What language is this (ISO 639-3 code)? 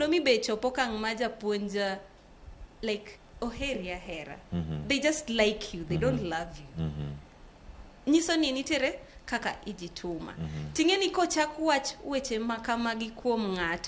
luo